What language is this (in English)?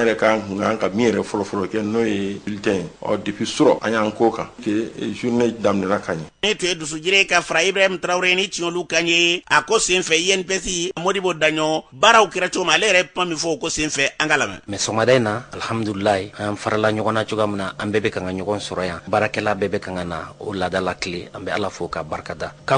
Bambara